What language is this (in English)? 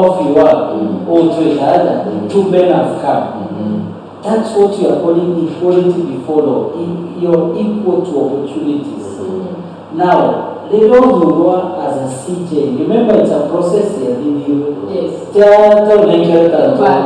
Meru